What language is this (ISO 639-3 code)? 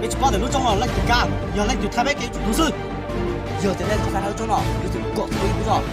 hmn